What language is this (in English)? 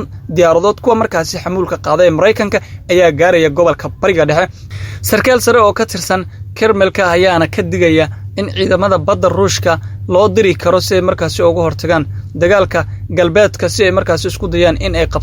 Somali